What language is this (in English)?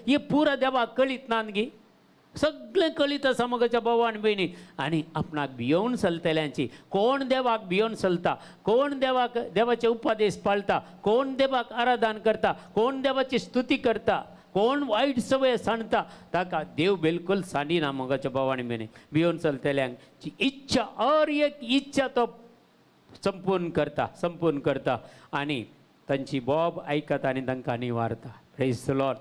Konkani